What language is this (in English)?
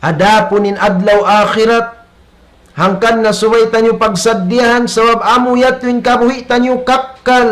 Tausug